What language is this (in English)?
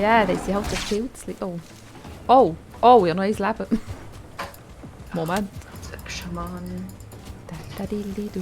Swiss German